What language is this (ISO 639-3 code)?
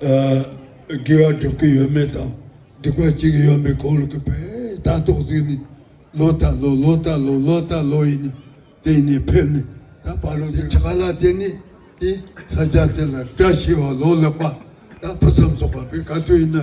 bod